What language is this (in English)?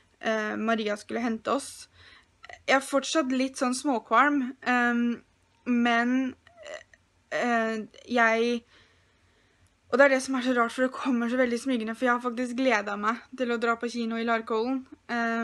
Norwegian